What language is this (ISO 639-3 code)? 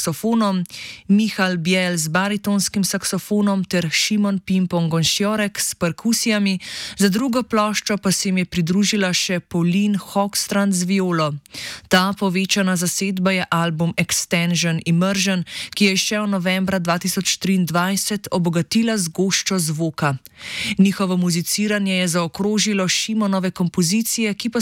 slv